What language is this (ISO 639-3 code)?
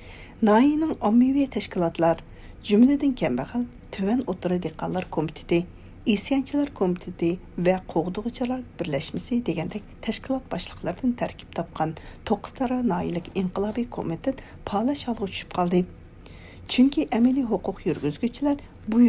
uig